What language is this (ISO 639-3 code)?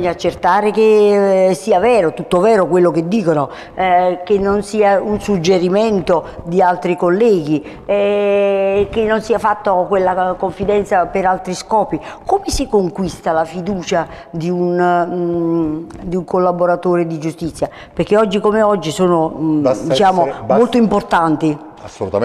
ita